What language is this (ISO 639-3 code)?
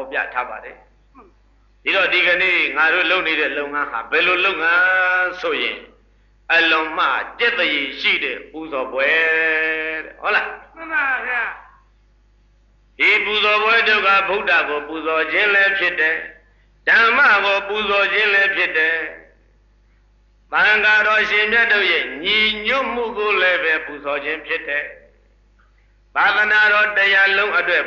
mya